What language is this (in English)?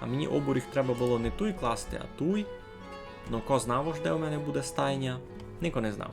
Rusyn